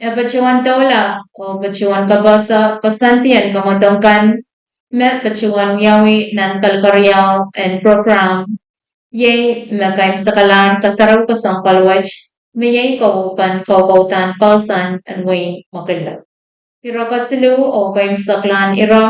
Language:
Pohnpeian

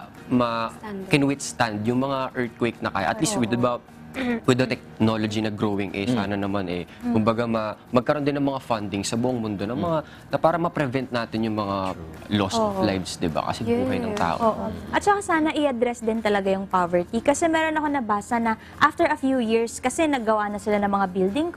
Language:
Filipino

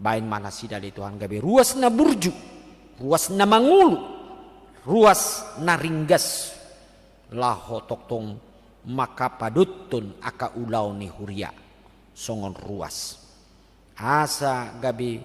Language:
Batak Toba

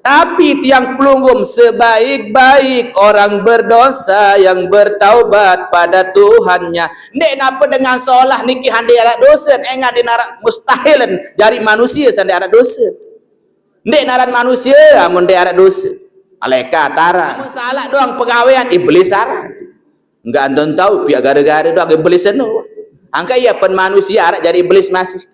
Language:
Sasak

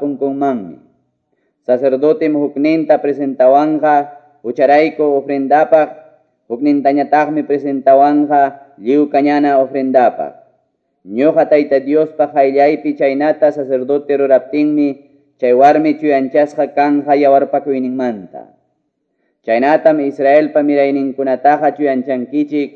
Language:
Ayacucho Quechua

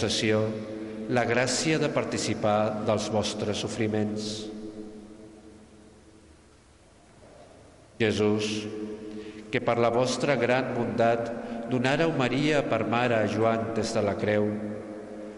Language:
Catalan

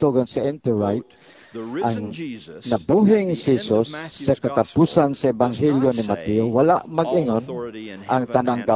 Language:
Cebuano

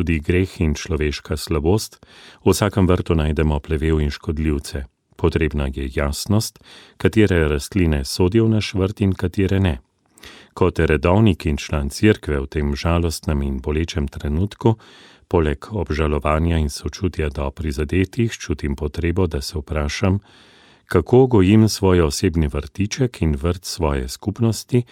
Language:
Slovenian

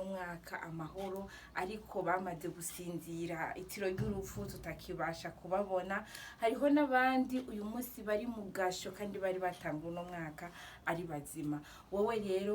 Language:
Rundi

